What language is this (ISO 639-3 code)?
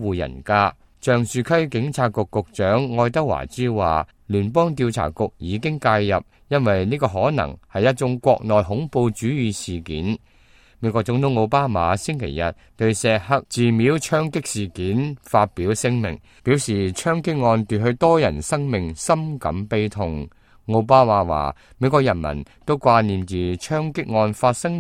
yue